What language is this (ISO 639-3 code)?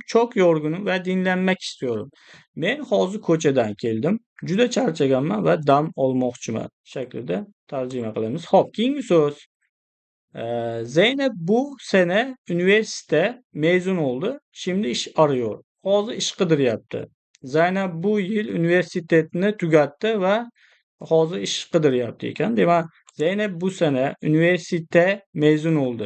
uzb